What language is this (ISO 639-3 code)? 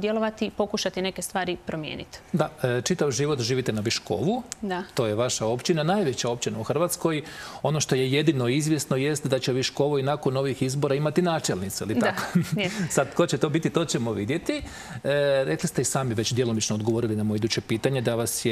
hrv